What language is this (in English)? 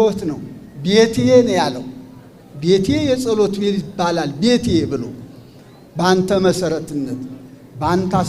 Amharic